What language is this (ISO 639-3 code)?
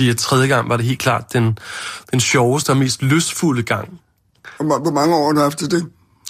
dan